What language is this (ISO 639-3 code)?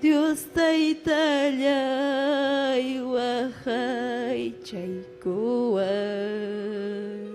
quy